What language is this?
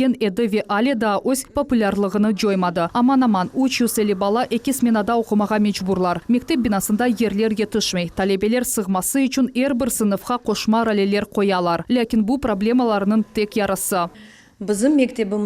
Crimean Tatar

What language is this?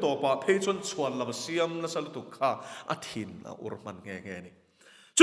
Mizo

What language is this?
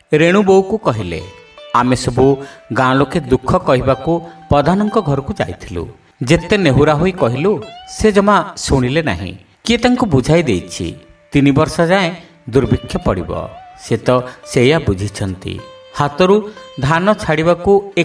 Odia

